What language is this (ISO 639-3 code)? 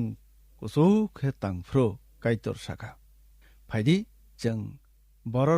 trp